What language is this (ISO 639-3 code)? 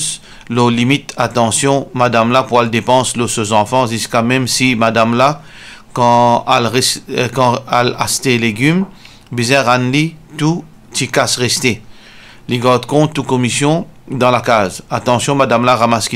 mfe